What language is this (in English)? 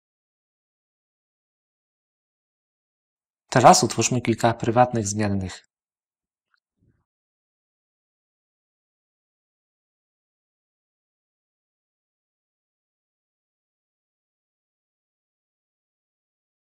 Polish